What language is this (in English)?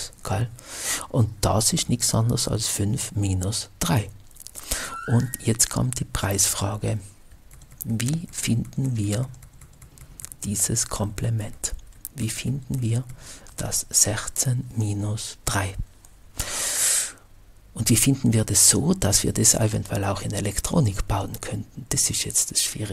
German